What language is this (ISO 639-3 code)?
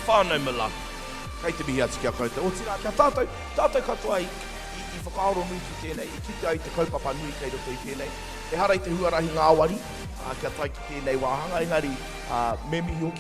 mri